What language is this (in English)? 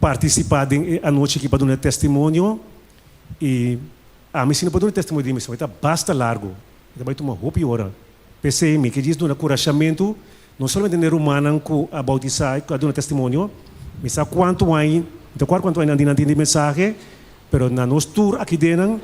Papiamento